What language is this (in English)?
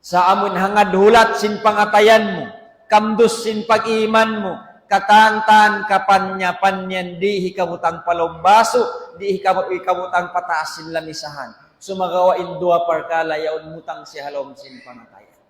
Tausug